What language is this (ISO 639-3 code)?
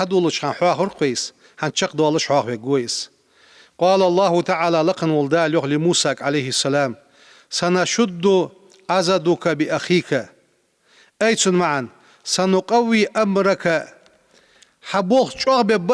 inh